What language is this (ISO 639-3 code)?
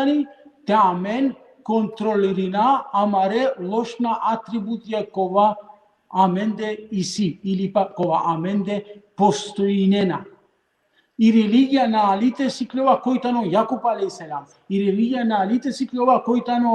rmn